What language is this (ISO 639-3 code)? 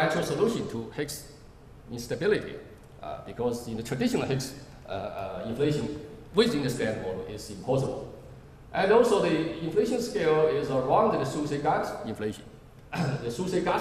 eng